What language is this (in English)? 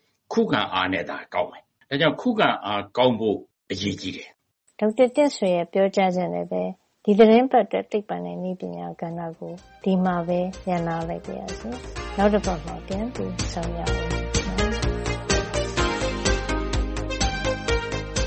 Burmese